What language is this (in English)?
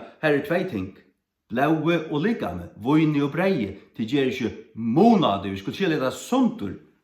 Faroese